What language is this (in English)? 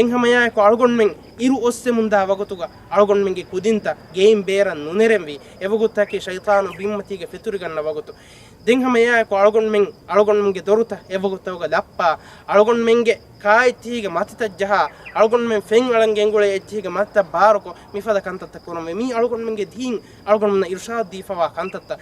Divehi